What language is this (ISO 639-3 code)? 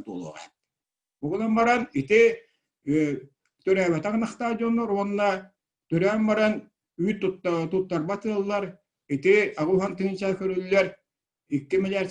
sah